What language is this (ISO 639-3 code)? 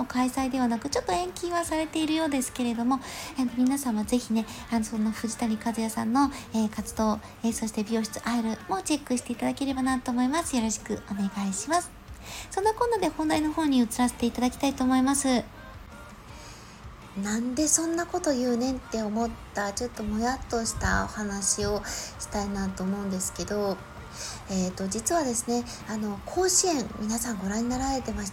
jpn